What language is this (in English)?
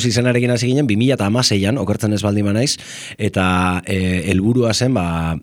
Basque